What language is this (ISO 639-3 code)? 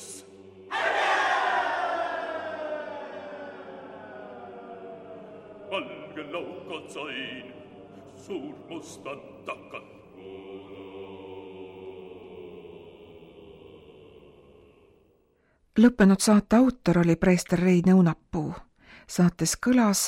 est